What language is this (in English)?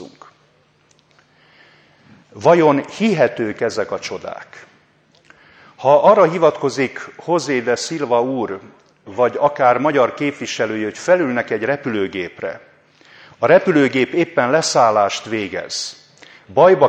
Hungarian